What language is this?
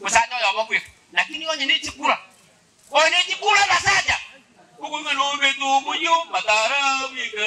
Gusii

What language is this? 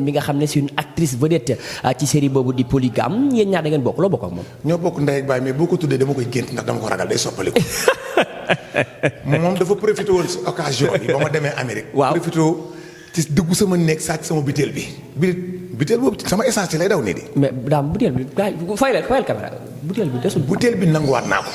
Wolof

